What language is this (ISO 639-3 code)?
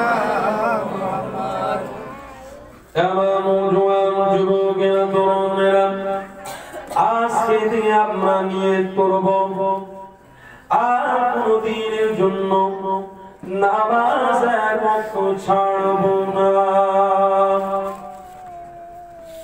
ben